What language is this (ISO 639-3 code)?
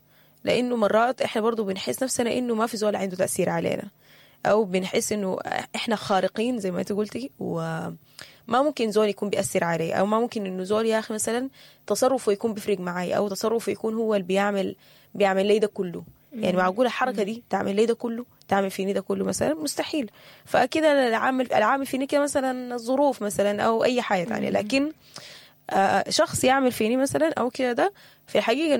apd